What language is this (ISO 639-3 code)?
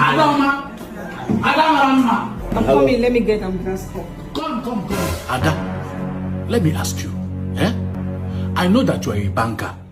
pcm